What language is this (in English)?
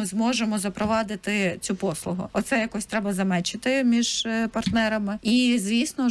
Ukrainian